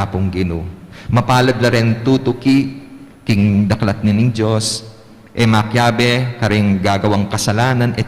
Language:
Pampanga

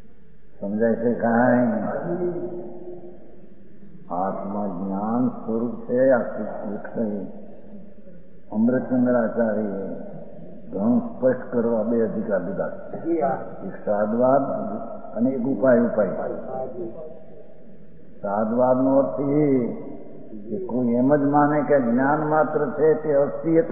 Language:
Gujarati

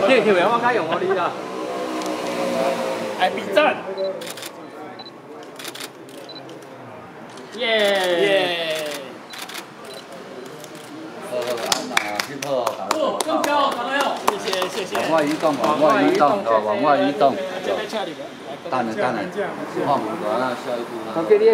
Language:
Chinese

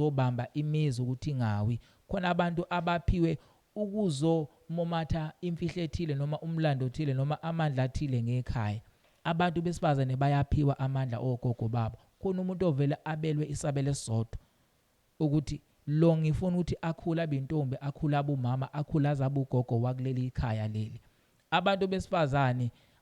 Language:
Zulu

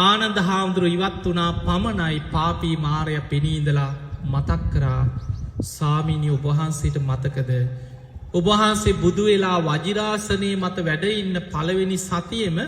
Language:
Sinhala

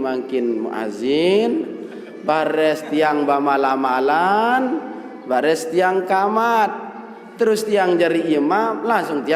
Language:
Sasak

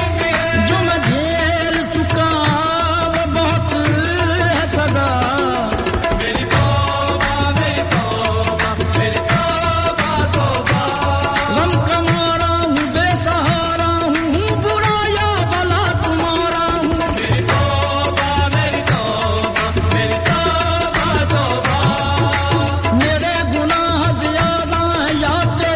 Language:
Punjabi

